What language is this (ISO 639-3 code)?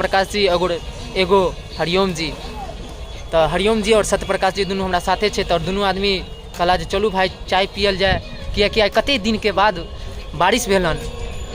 mai